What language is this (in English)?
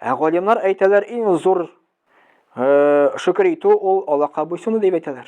Tatar